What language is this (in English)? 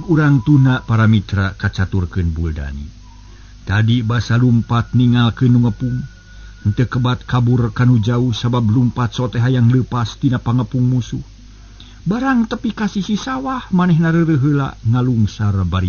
Sundanese